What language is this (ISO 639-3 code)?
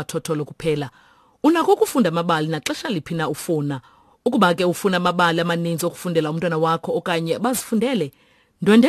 xho